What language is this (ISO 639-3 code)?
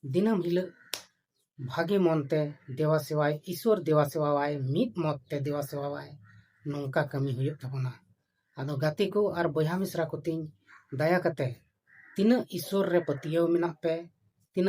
sat